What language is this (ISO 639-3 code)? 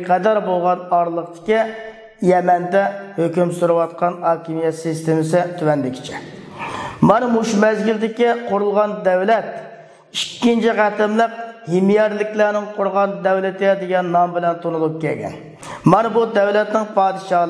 uig